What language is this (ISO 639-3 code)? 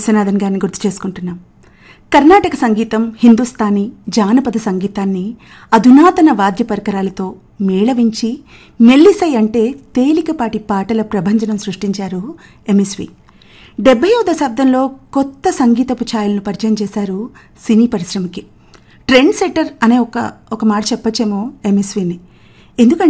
tel